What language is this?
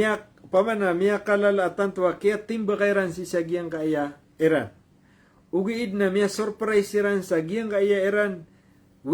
Maranao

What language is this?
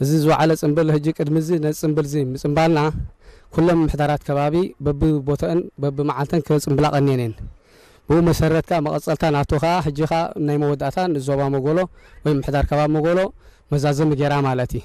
Tigrinya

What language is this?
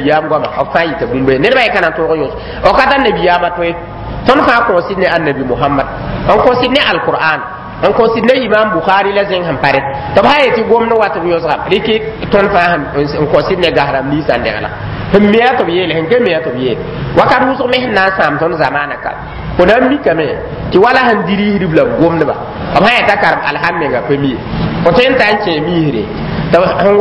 Mossi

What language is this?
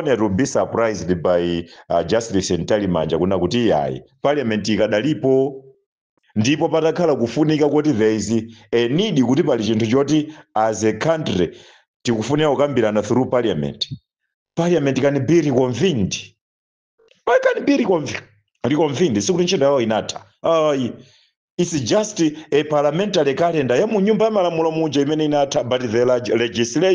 Nyanja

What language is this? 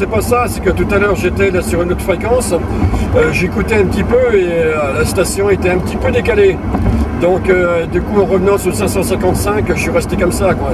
French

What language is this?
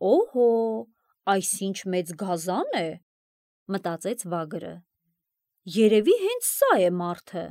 Armenian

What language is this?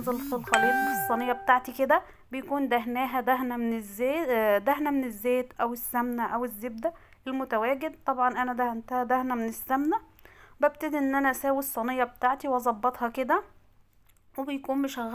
Egyptian Arabic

